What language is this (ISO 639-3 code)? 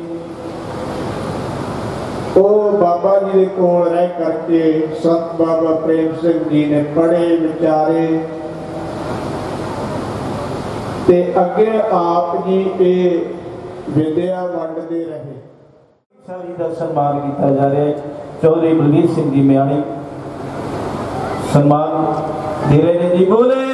pan